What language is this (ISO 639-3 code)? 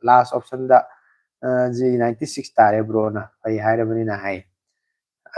mni